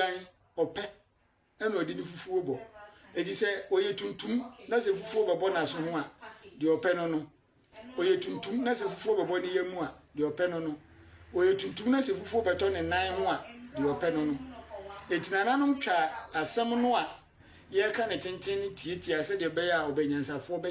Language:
Akan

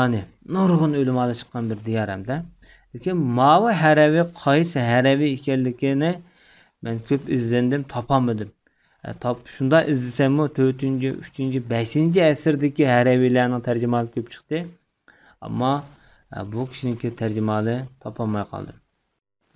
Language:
Uyghur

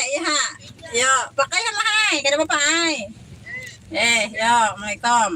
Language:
Banjar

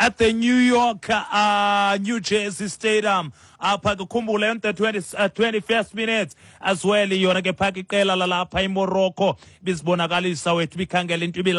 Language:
Xhosa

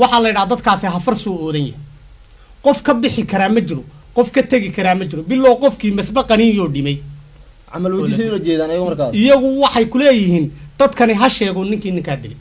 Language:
Somali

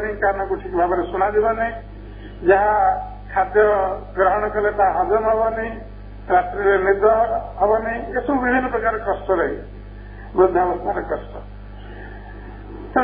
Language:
Odia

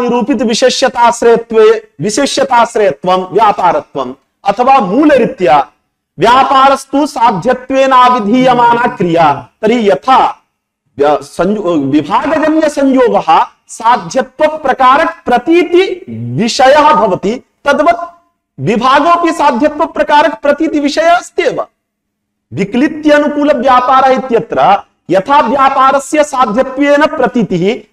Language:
Sanskrit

